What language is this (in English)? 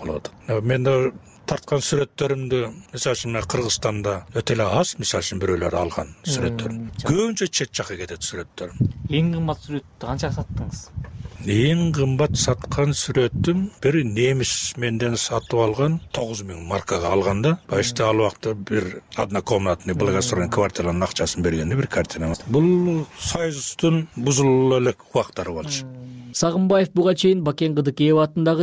Kyrgyz